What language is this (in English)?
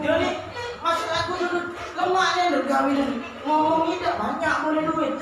Musi